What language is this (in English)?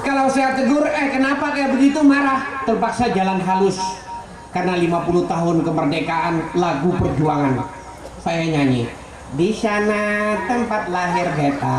Banjar